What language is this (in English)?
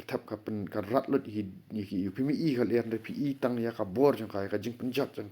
Khasi